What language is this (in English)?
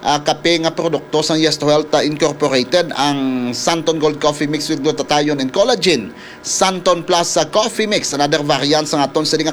Hiligaynon